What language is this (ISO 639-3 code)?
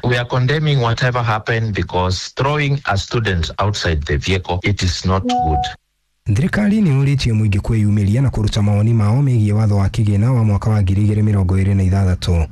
kik